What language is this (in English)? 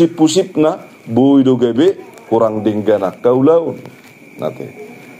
Batak Toba